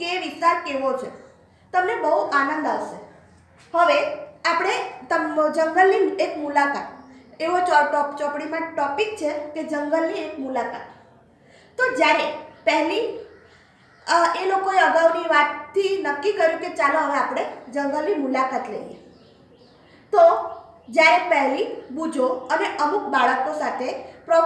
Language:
Gujarati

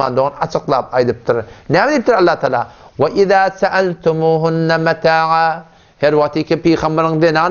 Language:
Turkmen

